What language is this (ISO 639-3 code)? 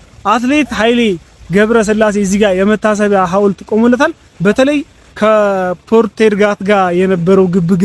amh